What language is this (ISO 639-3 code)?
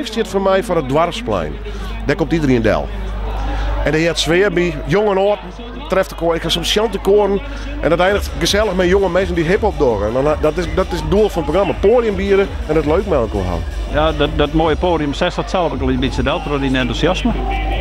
fry